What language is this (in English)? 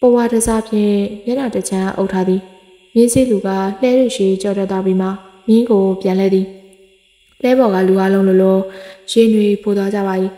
Burmese